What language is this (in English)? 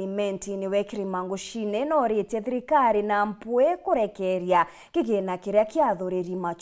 Meru